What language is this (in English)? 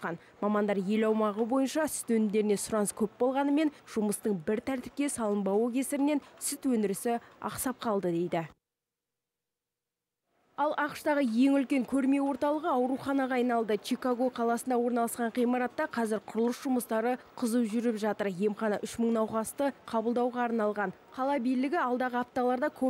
Kazakh